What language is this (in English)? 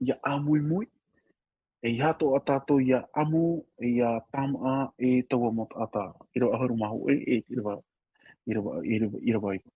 Tahitian